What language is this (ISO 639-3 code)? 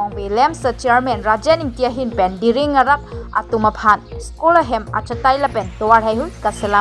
mjw